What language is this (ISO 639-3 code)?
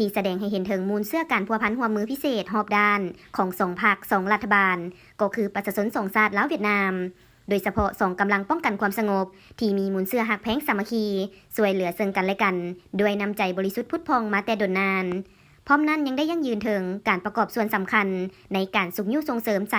lao